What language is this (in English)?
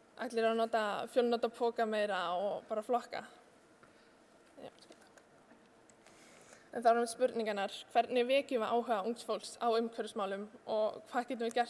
Icelandic